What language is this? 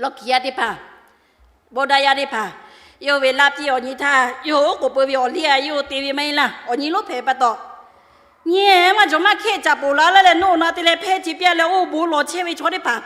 Lahu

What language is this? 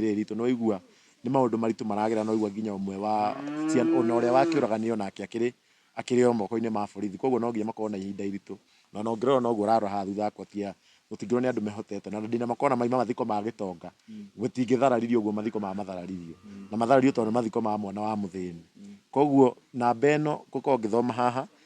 Kikuyu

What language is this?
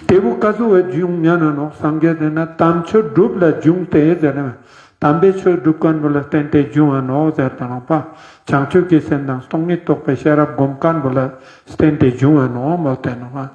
Ladakhi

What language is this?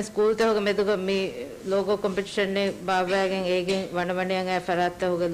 Divehi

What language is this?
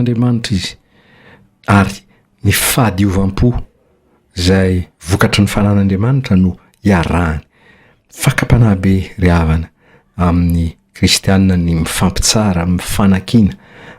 Malagasy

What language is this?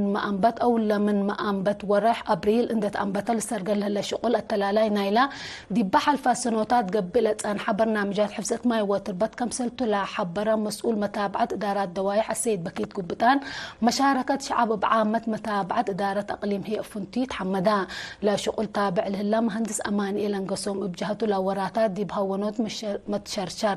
Tigre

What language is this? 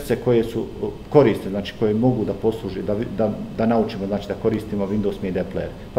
Bosnian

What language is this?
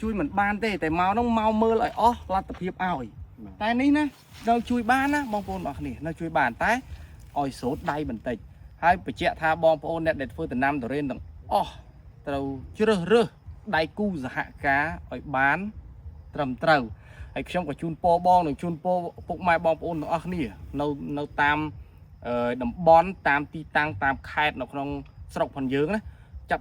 Khmer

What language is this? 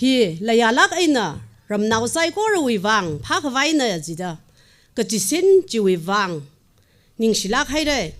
Tangkhul Naga (India)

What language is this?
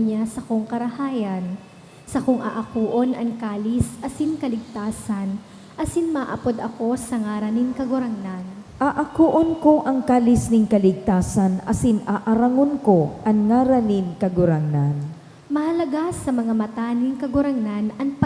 Bikol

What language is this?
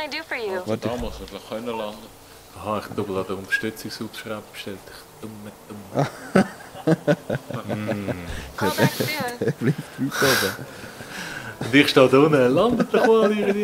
Swiss German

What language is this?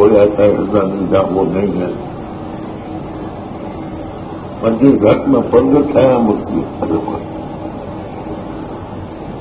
Urdu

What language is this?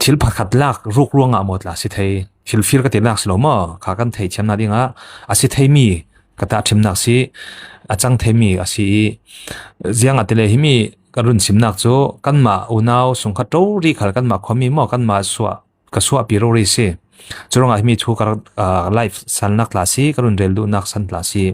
Falam Chin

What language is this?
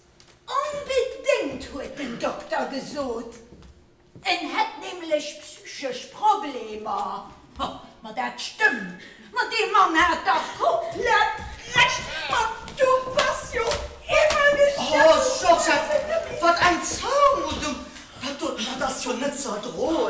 Luxembourgish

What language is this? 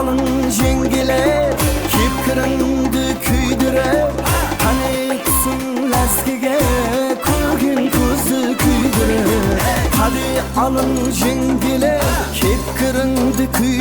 Kara-Kalpak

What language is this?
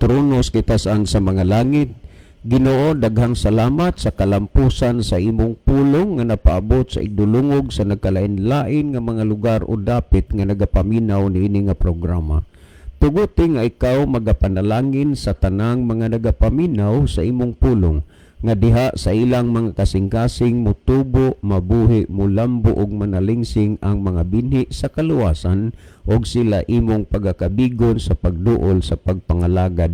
Cebuano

